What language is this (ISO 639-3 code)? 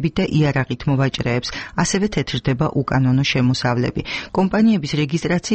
kat